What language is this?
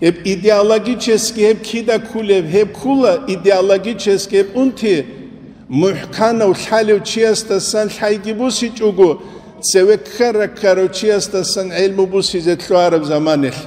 Avaric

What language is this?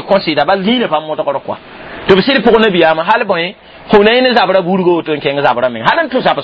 Mossi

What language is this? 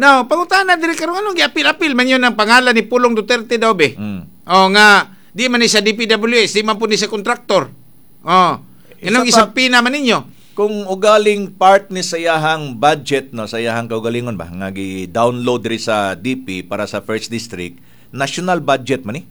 Cebuano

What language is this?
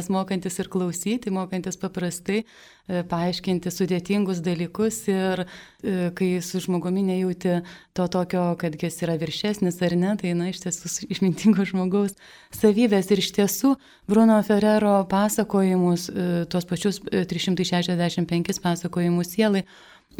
Lithuanian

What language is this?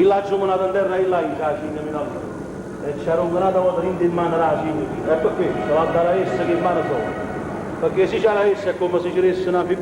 Neapolitan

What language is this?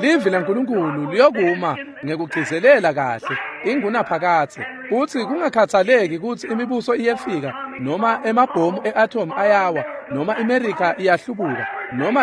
Swati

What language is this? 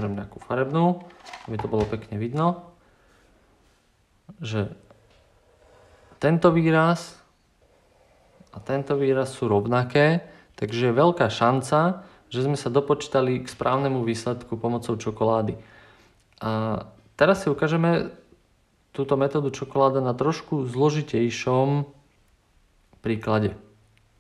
Slovak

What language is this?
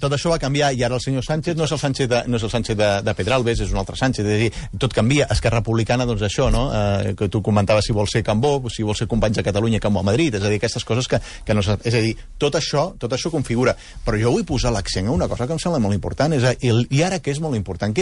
Catalan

